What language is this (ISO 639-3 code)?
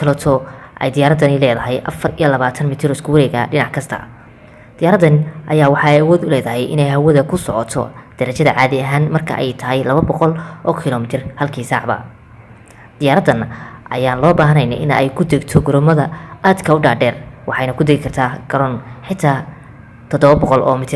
som